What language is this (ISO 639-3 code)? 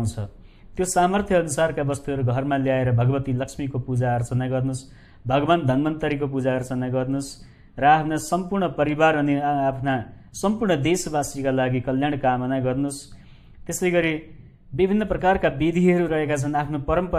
nep